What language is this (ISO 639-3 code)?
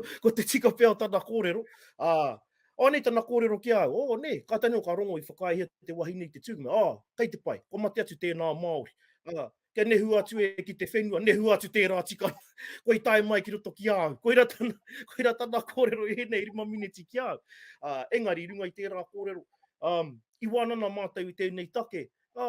mri